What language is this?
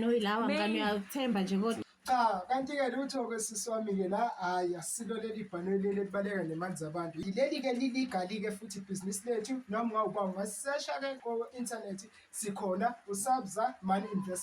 Zulu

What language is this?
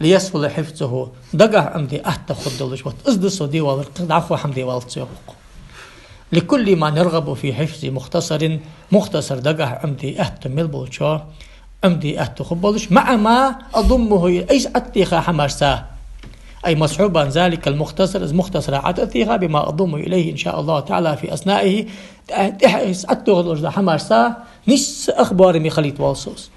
Ingush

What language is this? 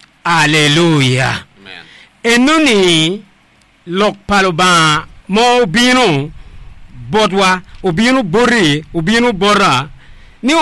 Acoli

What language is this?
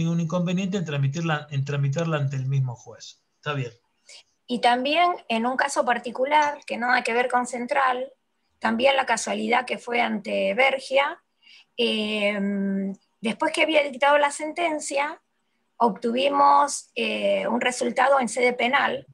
Spanish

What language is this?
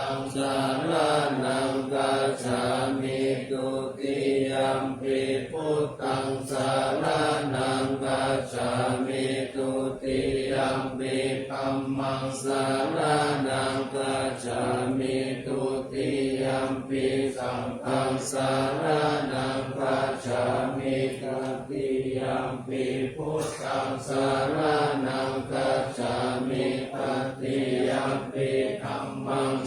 Pali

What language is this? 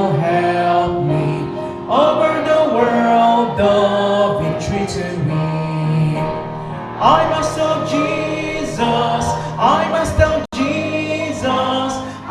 Hiligaynon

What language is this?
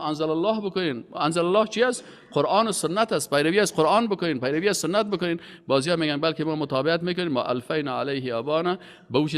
Persian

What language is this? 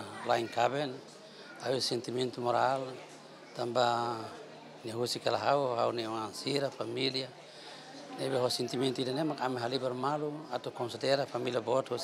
Tetum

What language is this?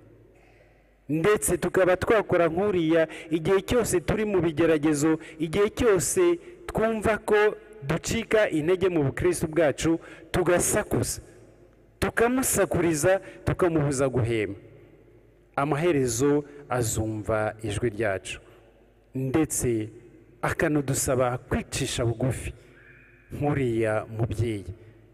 Kinyarwanda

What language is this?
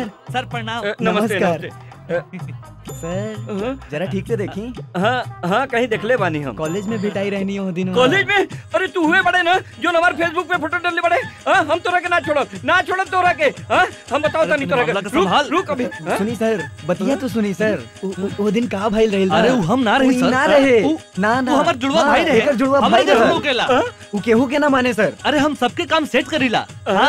Bhojpuri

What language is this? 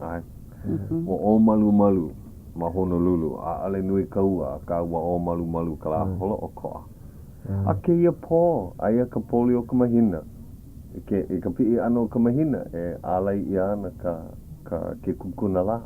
Hawaiian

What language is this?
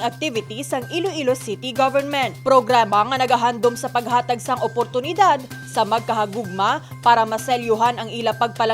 Hiligaynon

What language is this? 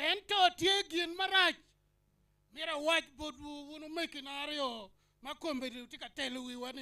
Acoli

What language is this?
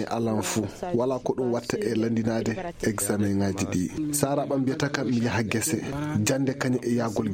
Fula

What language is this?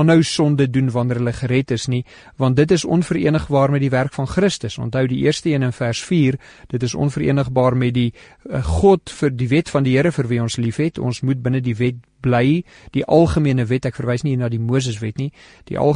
Afrikaans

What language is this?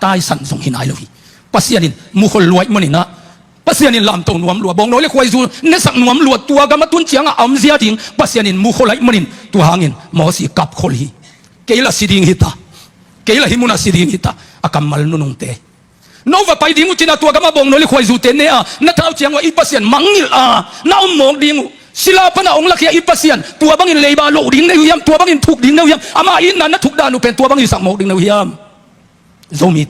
Tedim Chin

